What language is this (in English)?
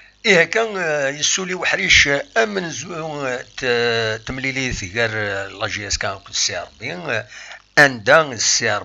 Kabyle